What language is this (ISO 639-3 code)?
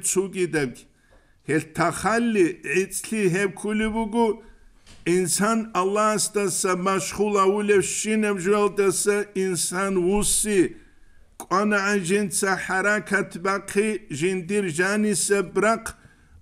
ava